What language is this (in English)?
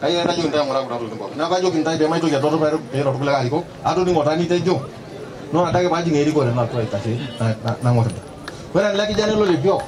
Masai